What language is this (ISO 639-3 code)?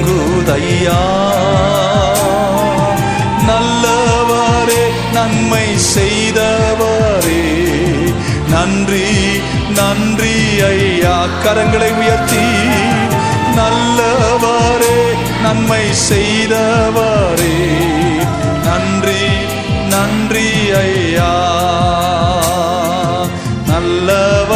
tam